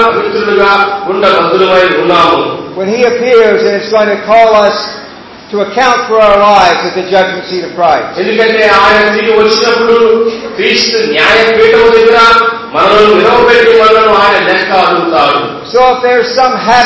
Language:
Telugu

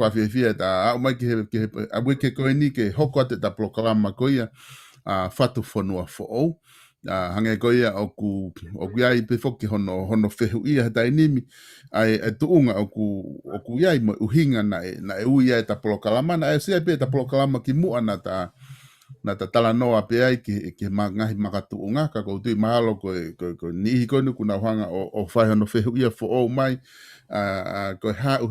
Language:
Tongan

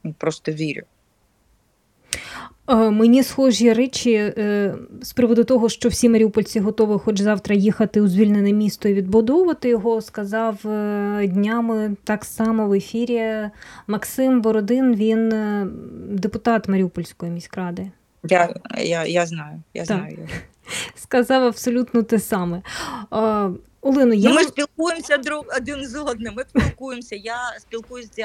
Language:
Ukrainian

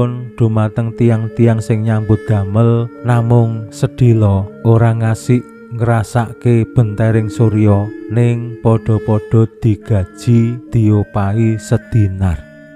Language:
Javanese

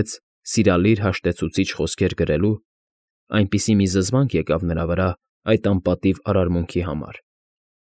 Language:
Armenian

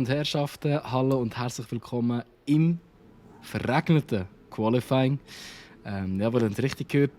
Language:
Swiss German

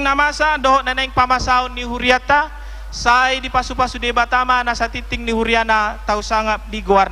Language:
Batak Toba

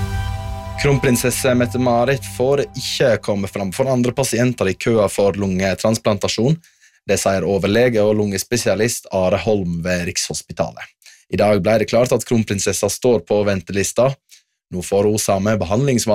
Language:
Norwegian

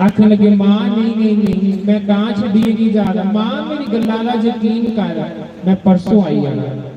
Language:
Dogri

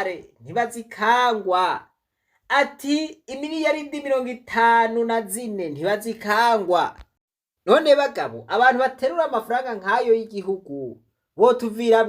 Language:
Rundi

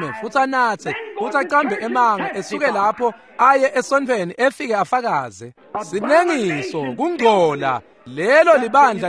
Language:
Swati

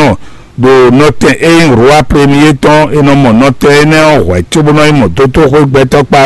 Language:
Fon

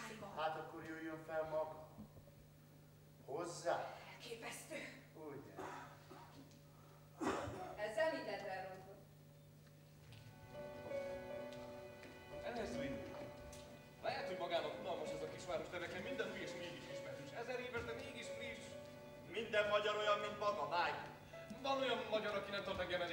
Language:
Hungarian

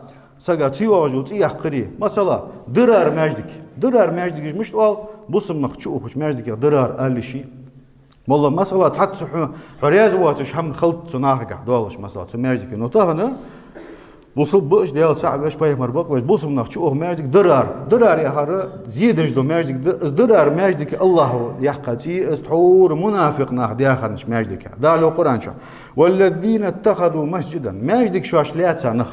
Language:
Ingush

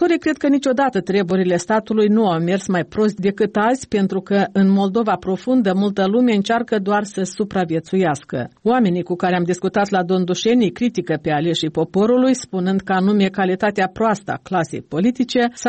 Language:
Romanian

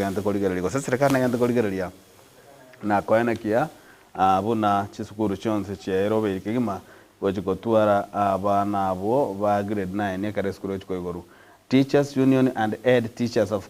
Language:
Gusii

